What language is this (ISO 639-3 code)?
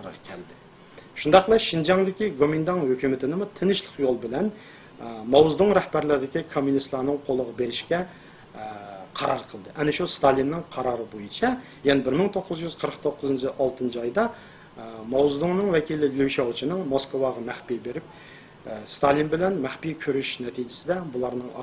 uig